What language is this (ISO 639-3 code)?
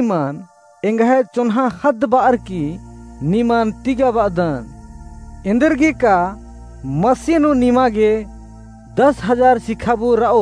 kru